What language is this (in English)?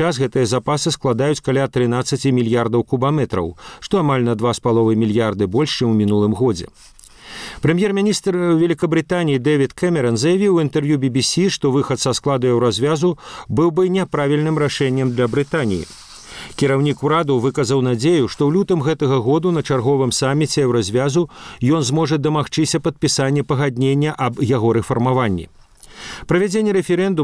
Belarusian